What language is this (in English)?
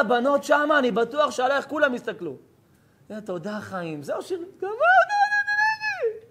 Hebrew